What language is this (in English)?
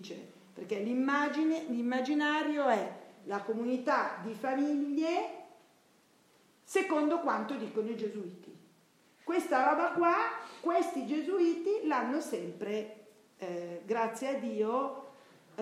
Italian